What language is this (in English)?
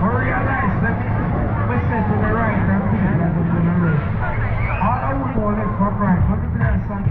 Jamaican Creole English